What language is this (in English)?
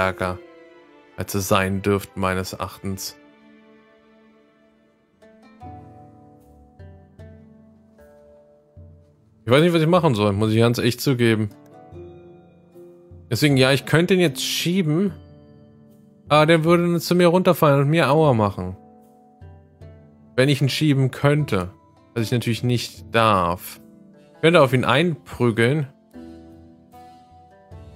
German